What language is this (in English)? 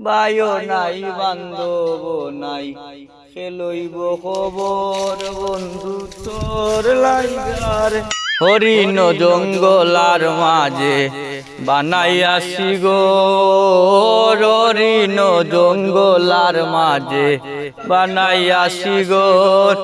Sylheti